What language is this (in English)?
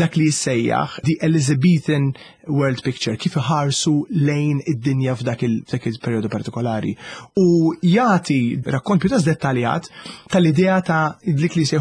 Maltese